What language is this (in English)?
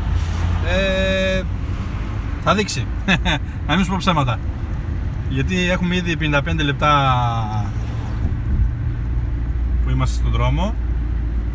Greek